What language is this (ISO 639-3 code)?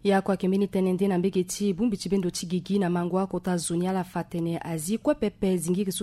sag